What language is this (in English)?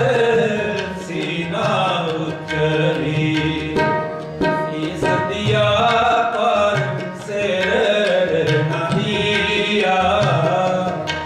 Punjabi